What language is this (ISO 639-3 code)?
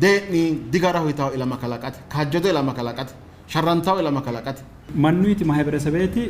sid